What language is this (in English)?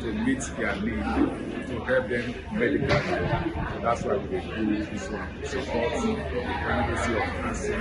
Nigerian Pidgin